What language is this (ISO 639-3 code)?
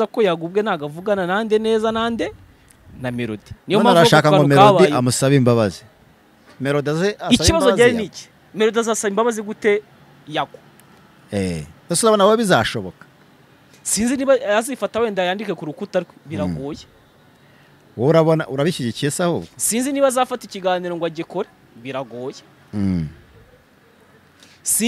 kin